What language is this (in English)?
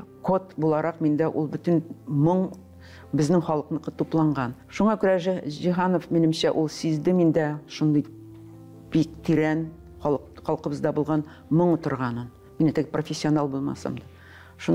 Tatar